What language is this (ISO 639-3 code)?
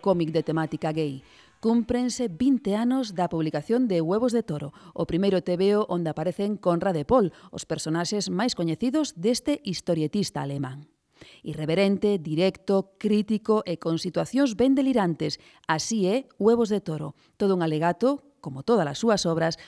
glg